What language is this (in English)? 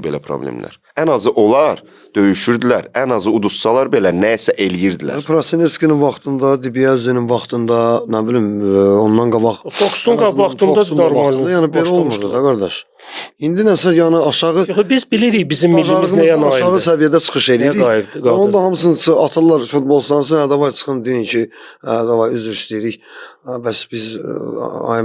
Azerbaijani